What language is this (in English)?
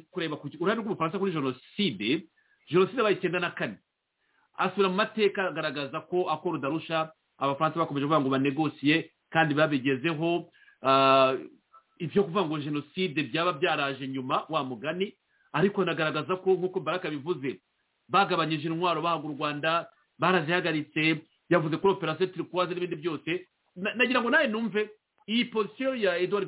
Kinyarwanda